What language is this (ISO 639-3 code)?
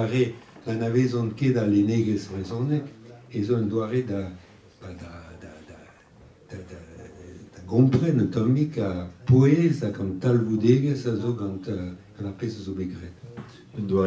bre